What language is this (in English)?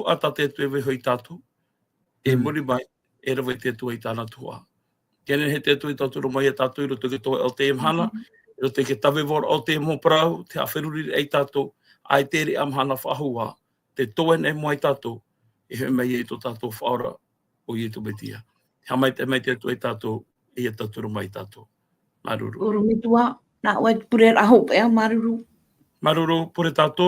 Tahitian